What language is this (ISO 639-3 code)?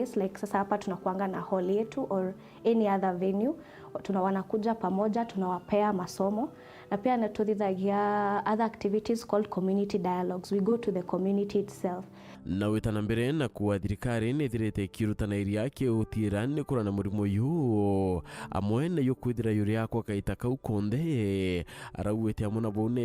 mer